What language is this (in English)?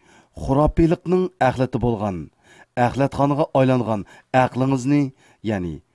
Uyghur